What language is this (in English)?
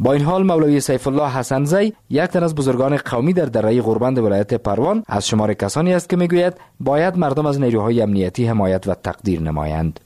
Persian